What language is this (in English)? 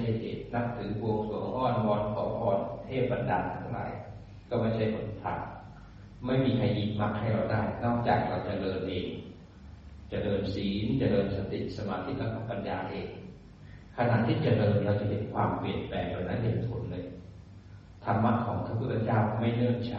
Thai